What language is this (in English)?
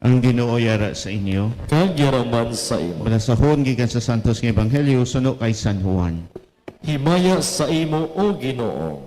Hiligaynon